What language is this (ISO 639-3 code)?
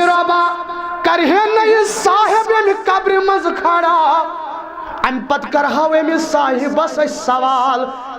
kas